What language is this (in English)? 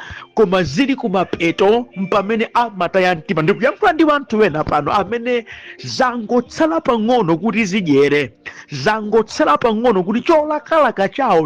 Nyanja